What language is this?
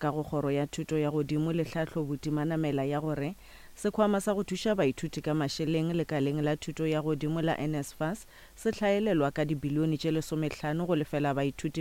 Northern Sotho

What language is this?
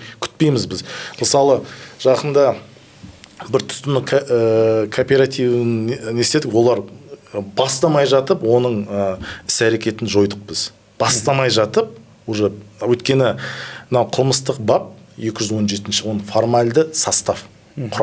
Kazakh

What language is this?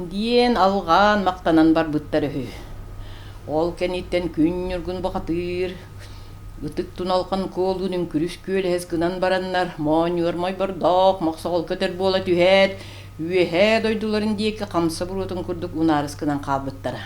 Yakut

